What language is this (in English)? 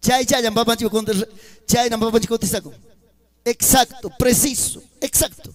Ayacucho Quechua